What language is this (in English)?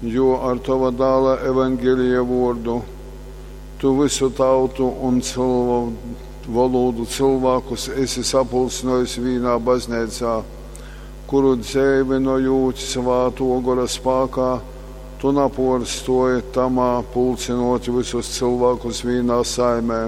Latgalian